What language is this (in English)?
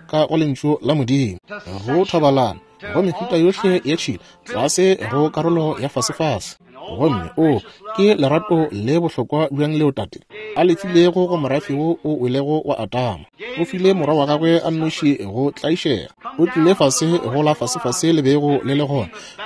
Northern Sotho